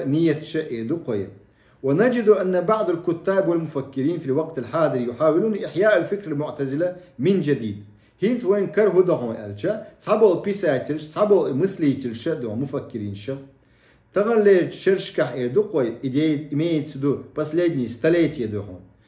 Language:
Chechen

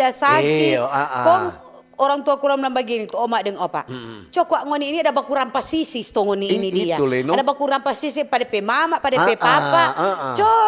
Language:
Manado Malay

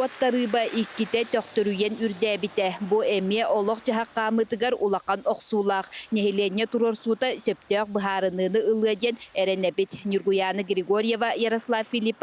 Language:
Yakut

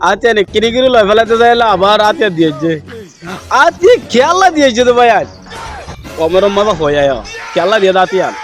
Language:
Rohingya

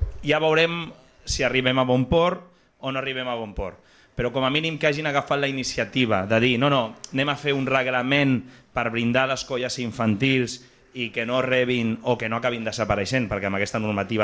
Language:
Catalan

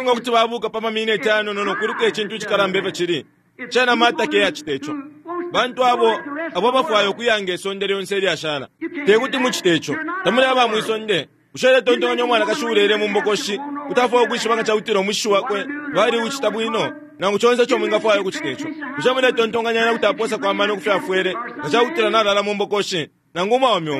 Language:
Bemba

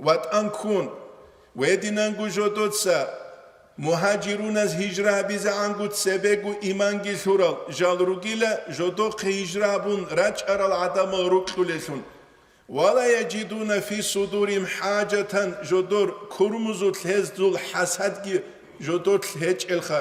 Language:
Avaric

